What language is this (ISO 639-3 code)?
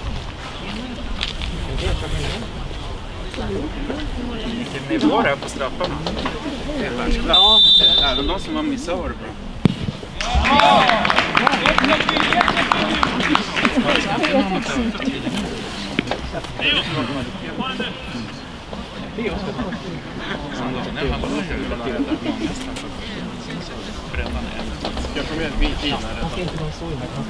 swe